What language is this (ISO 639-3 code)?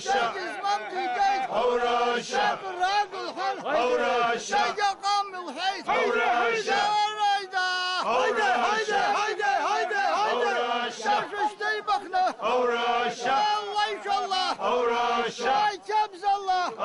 abk